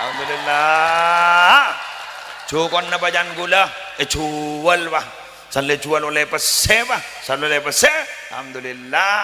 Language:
Madurese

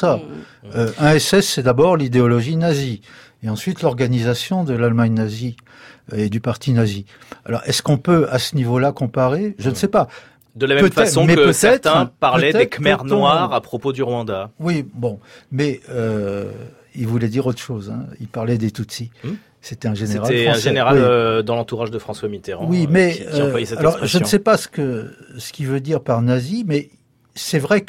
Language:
French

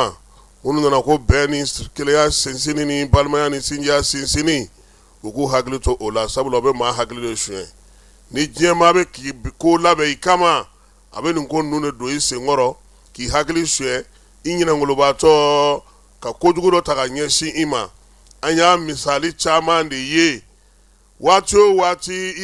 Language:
Bambara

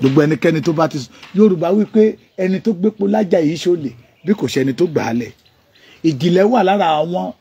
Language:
Yoruba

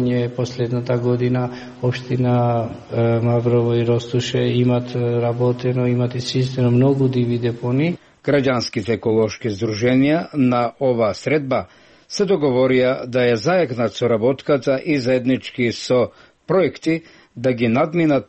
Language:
Macedonian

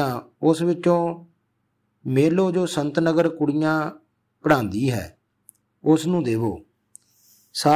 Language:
Punjabi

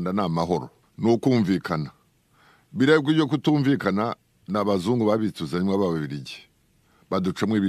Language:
Kinyarwanda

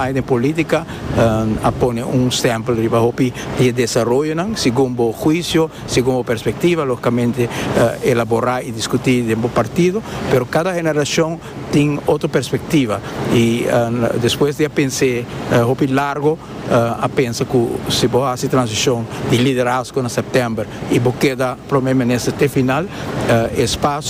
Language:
Papiamento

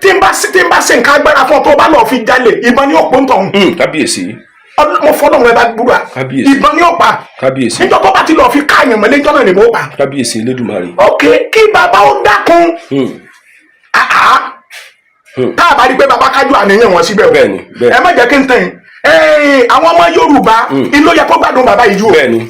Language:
Yoruba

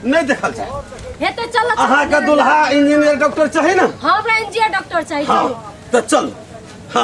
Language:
Maithili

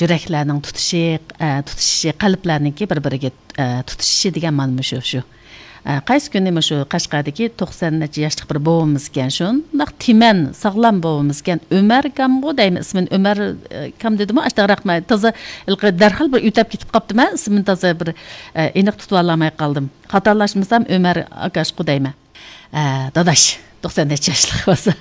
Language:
Uyghur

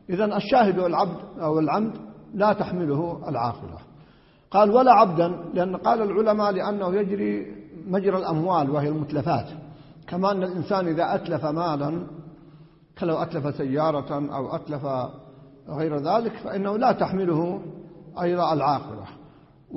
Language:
Arabic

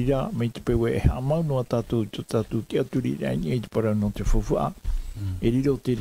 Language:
Tahitian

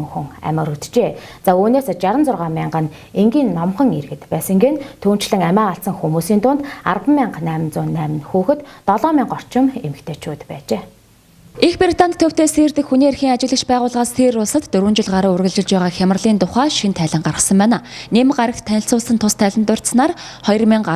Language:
Mongolian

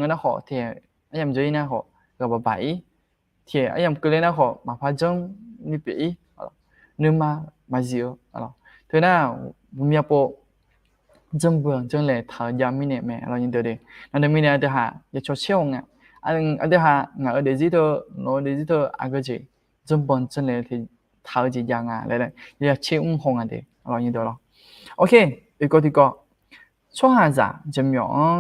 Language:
Akha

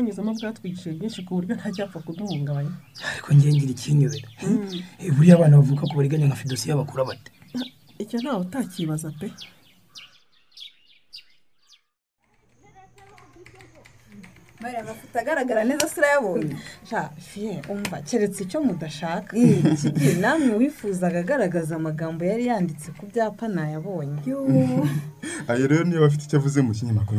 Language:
Kinyarwanda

